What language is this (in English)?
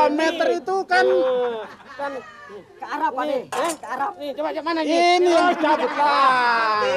Betawi